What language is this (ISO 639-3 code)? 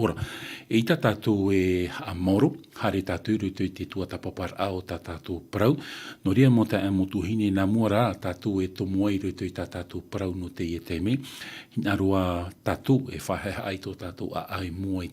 tah